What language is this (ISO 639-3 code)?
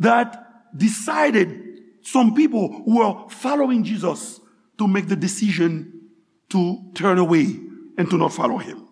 hat